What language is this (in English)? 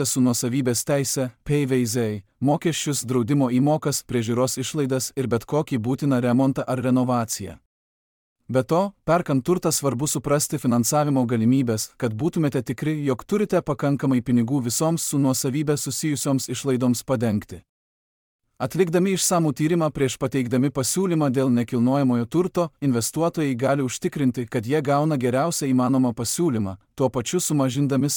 Lithuanian